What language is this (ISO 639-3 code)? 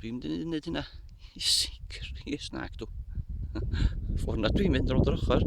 cym